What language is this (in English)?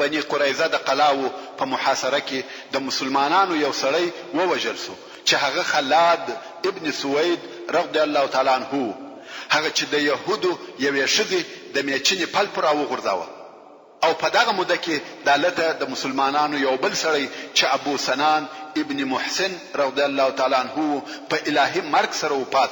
Pashto